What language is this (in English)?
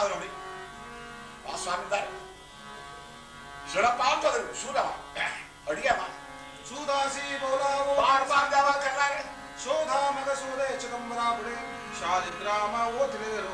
Kannada